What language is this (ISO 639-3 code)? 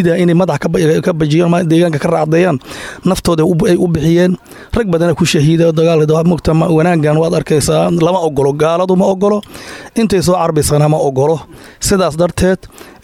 som